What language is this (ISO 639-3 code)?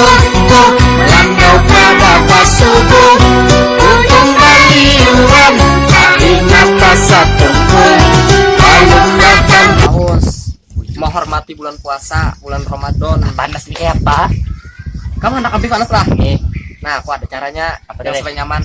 bjn